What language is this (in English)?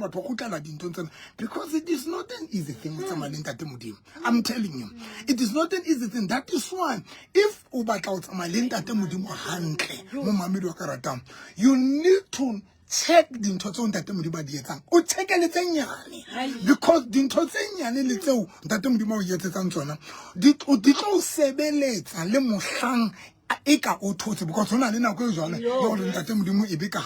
Southern Sotho